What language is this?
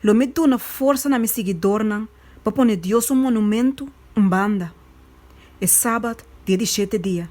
Papiamento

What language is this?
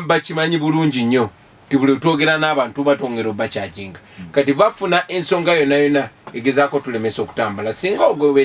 Ganda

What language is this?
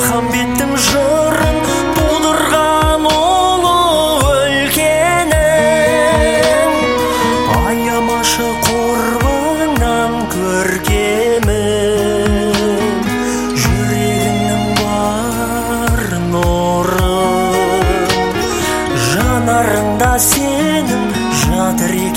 Kazakh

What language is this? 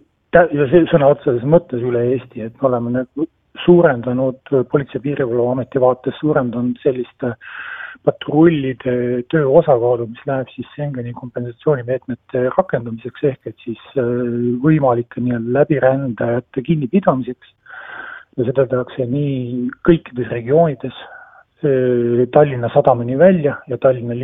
Estonian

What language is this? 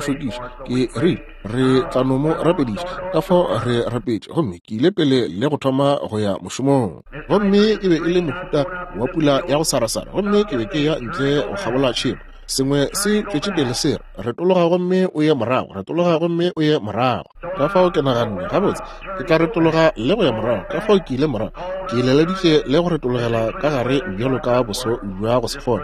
Northern Sotho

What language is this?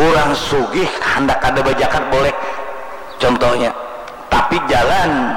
Banjar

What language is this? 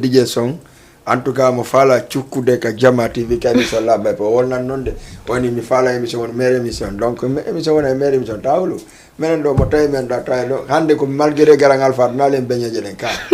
Fula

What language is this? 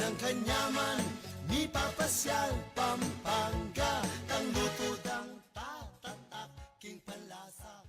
Pampanga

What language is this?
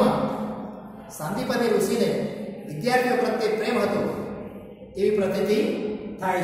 Gujarati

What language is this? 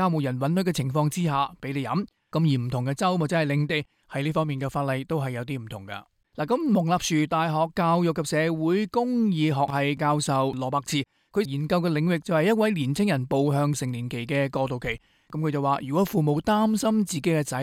Cantonese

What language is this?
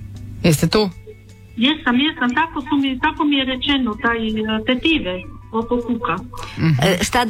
Croatian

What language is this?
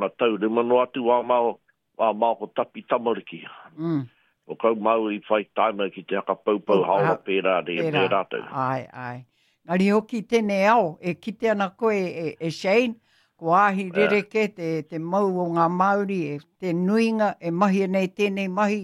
Māori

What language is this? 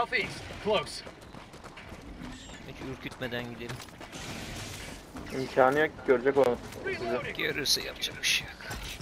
Turkish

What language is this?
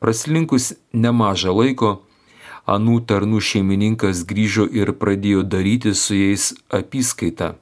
Lithuanian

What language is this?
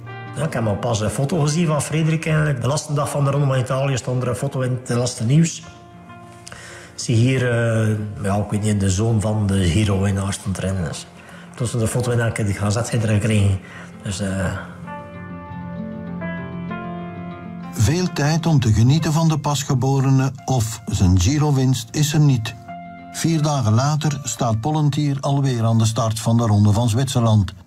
Dutch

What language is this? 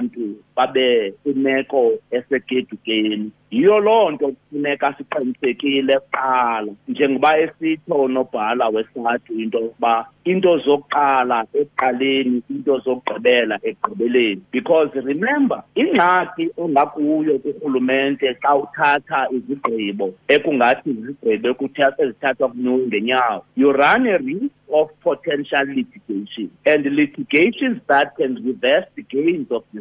Xhosa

